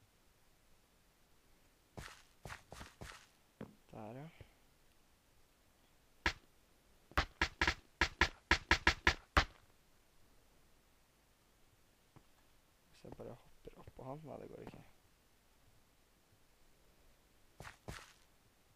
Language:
Norwegian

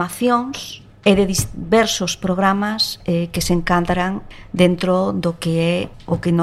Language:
Galician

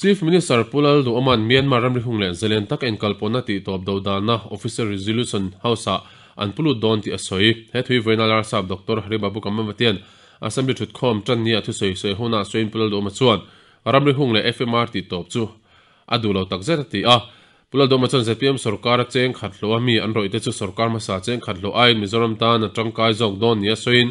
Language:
Mizo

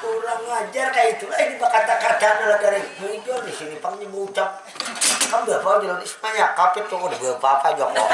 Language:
Banjar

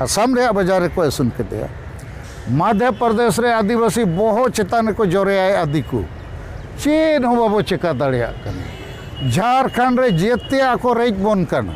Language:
Santali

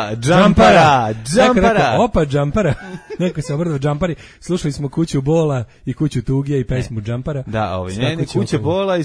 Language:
Serbian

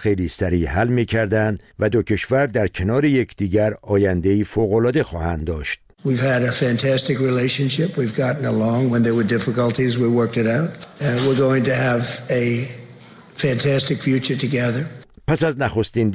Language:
Persian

